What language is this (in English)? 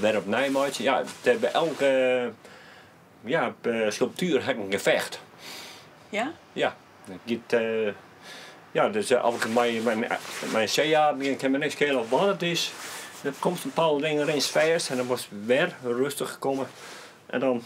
Western Frisian